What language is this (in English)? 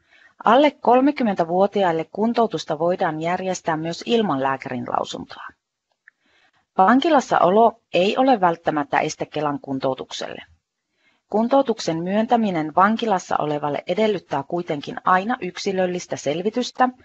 Finnish